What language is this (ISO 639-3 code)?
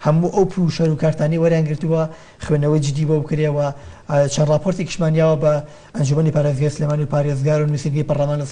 ckb